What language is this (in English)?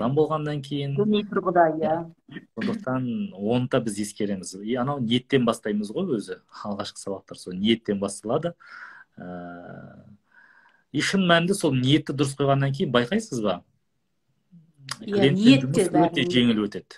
Kazakh